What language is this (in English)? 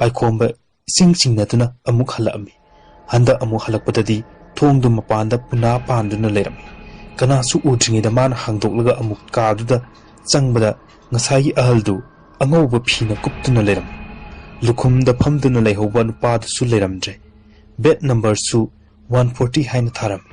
Manipuri